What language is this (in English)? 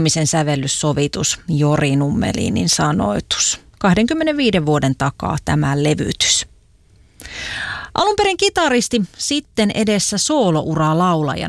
Finnish